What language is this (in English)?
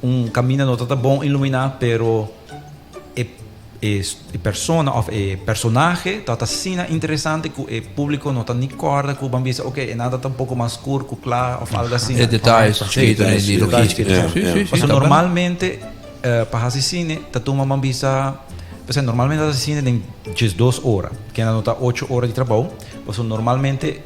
Papiamento